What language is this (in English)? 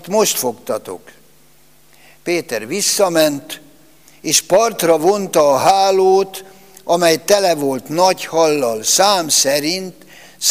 Hungarian